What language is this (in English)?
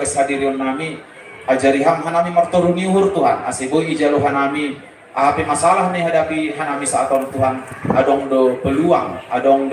Batak Simalungun